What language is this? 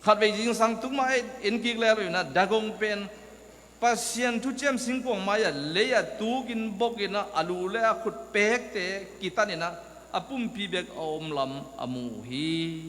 Tedim Chin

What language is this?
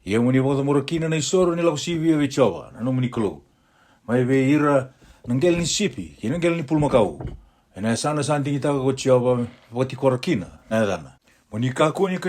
Fijian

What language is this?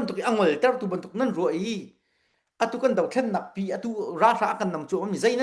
Hakha Chin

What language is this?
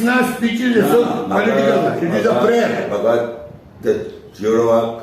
Konkani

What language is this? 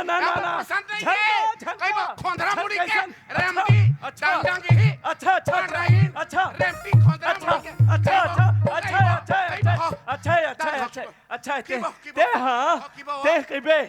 Chhattisgarhi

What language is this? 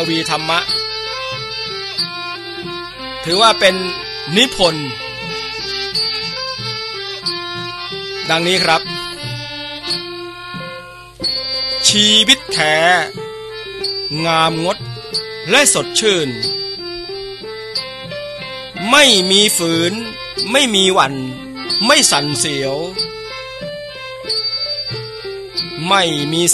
Thai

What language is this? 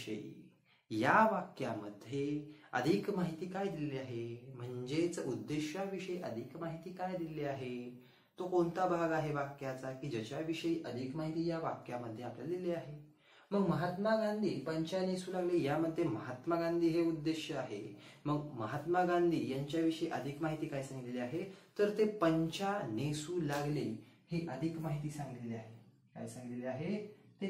Marathi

